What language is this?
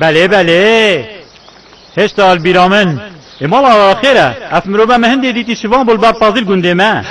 Kurdish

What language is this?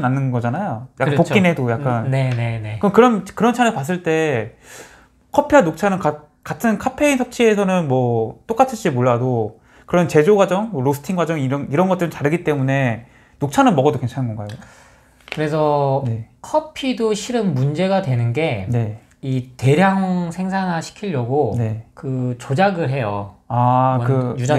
Korean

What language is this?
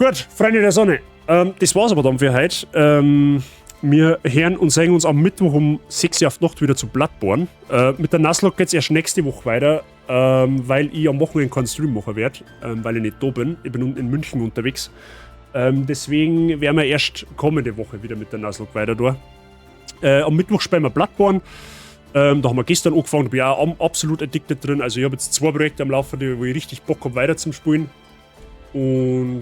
Bavarian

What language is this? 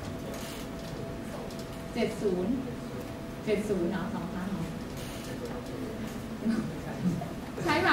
Thai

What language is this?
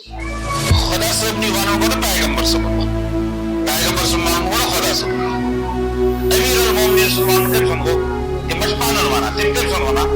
Kashmiri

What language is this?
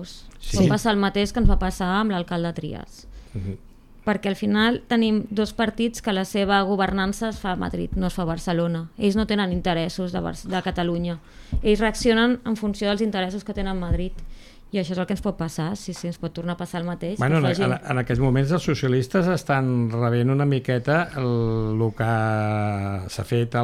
Catalan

